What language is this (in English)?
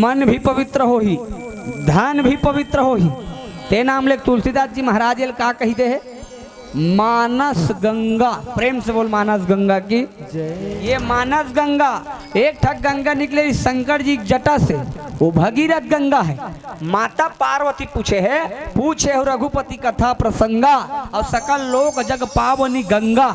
Chhattisgarhi